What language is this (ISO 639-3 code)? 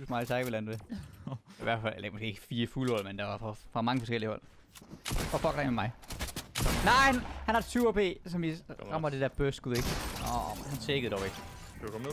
dan